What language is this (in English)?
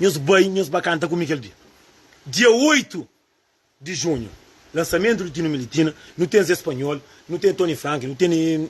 Kabuverdianu